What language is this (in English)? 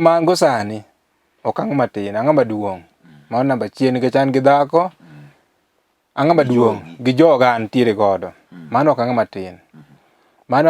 Luo (Kenya and Tanzania)